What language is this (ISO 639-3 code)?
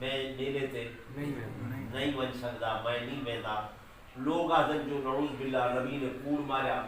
skr